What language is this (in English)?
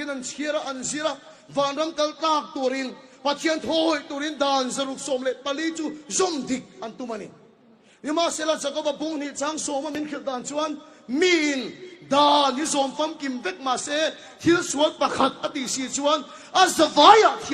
Mizo